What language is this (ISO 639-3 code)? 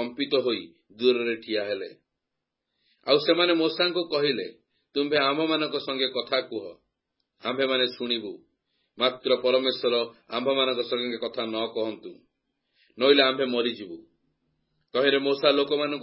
ori